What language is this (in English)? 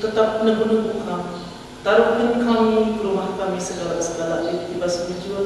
Batak Karo